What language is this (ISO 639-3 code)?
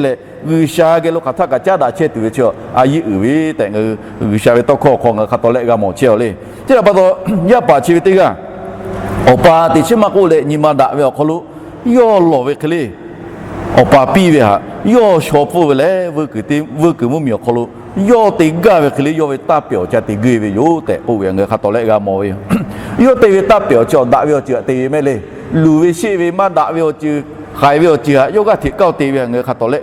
lhu